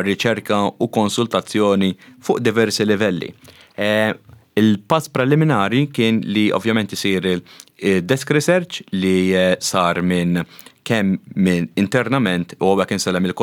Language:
Maltese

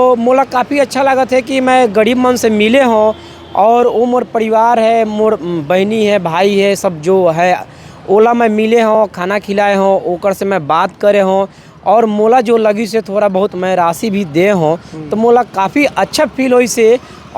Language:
Chhattisgarhi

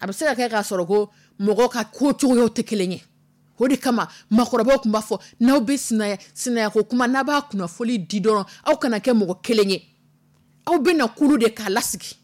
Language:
Dyula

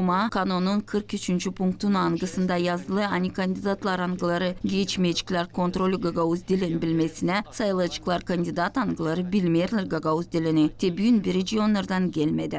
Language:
Gagauz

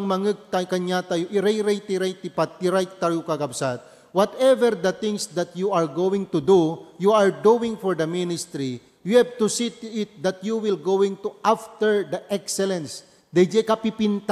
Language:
Iloko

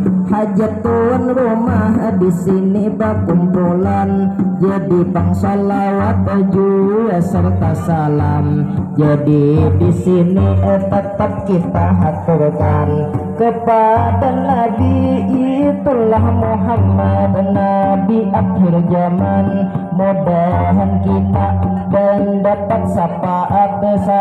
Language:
Banjar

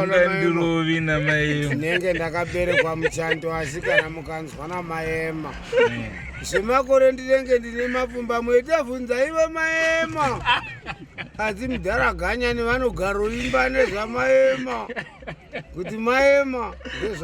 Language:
Shona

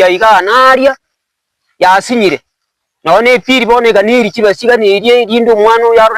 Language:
Gusii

